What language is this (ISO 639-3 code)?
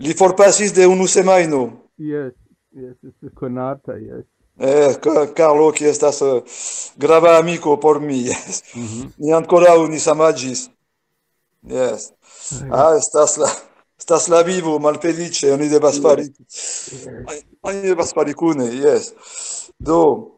epo